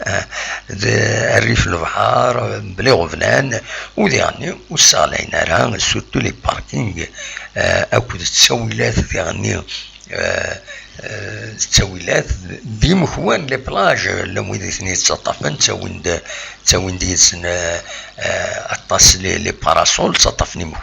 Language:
Kabyle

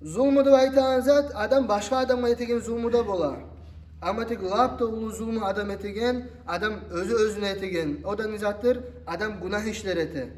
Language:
Kumyk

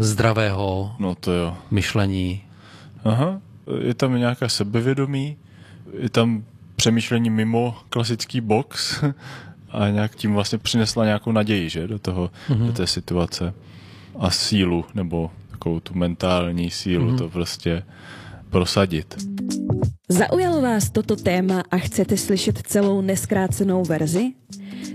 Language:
Czech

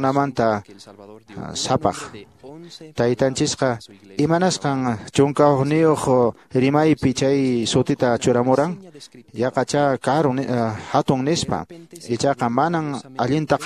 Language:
Quechua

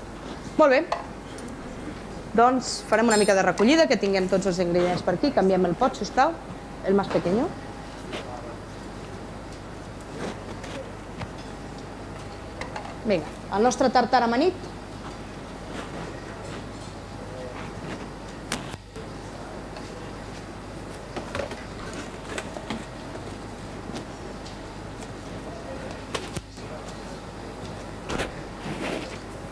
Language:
Catalan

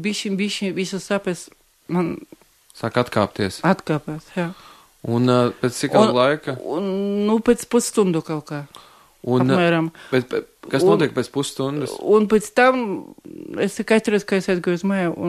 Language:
Latvian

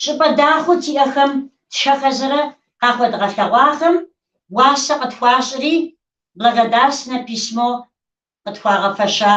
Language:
Kabardian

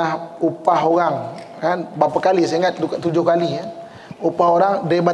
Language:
Malay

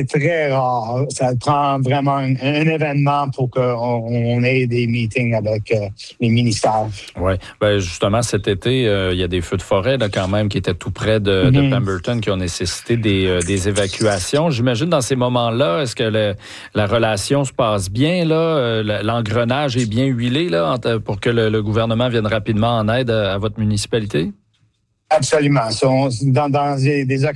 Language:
French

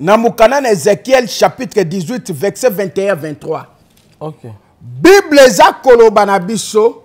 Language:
Lingala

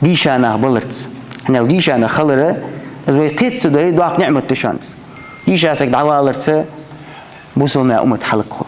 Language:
Ingush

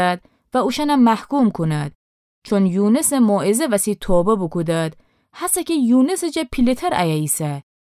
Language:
Gilaki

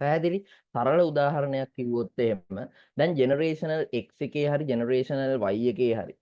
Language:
Sinhala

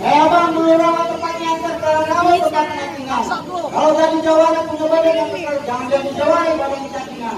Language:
Betawi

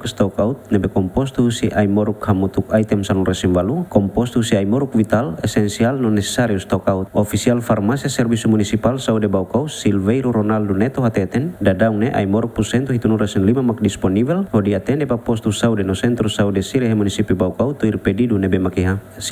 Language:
Tetum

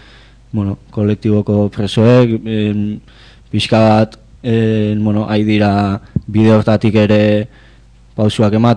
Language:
Basque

